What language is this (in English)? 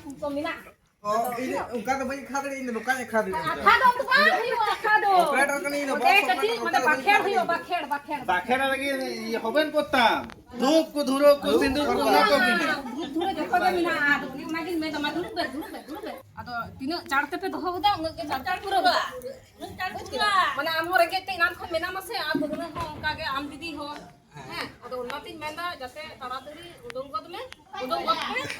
Santali